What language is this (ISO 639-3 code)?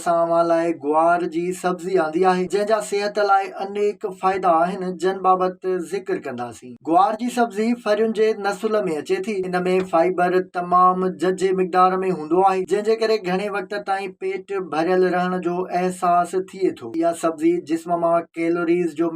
snd